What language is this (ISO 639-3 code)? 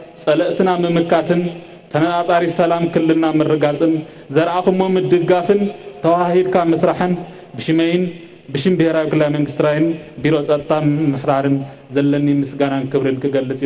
tir